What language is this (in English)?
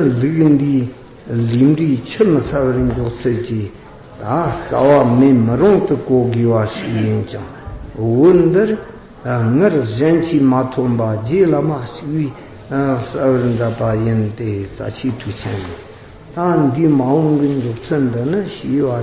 Tibetan